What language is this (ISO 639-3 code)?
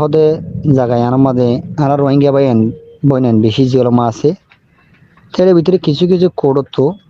rhg